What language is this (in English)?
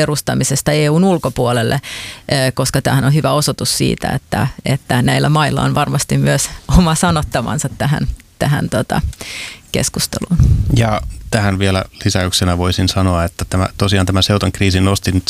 Finnish